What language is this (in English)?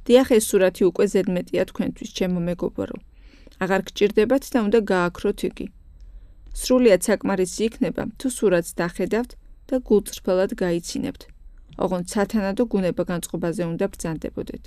Georgian